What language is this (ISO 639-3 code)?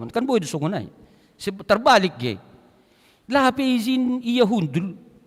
bts